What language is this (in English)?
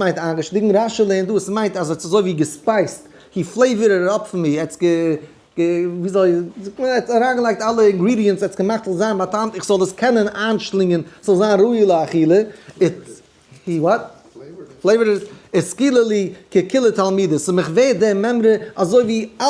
Yiddish